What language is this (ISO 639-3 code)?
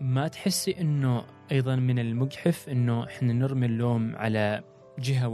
afb